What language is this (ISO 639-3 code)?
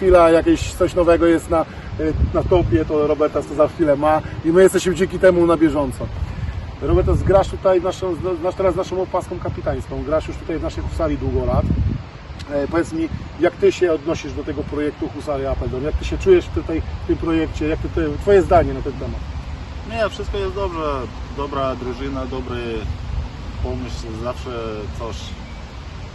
pol